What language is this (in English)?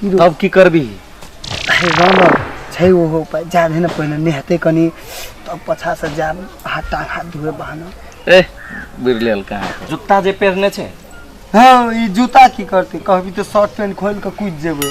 Maithili